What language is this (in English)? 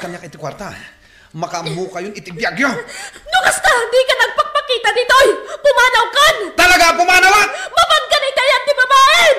Iloko